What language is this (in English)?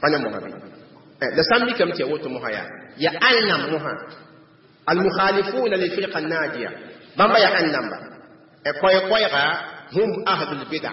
Mossi